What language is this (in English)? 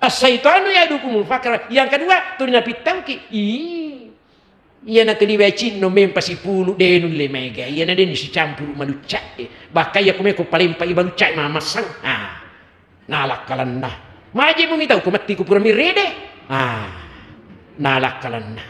Buginese